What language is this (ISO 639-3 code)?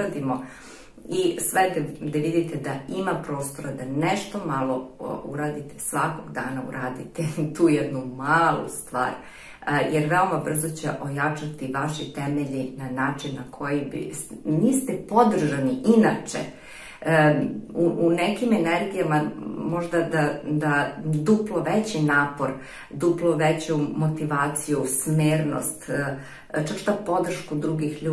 srp